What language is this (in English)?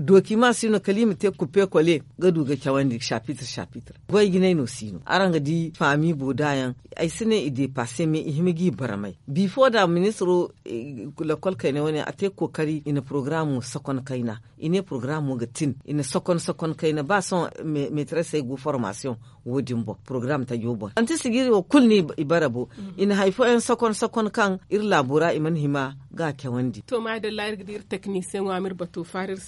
Zarma